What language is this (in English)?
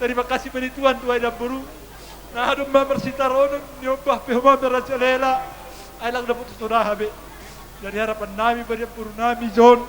Batak Simalungun